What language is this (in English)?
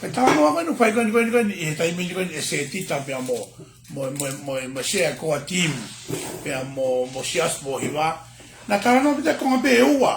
Tongan